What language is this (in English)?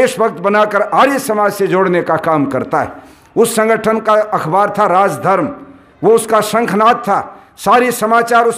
Hindi